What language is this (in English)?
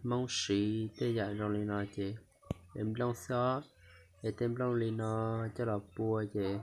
Hmong